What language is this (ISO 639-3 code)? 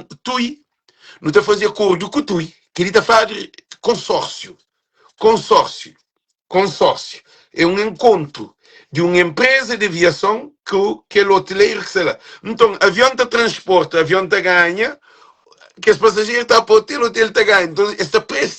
kea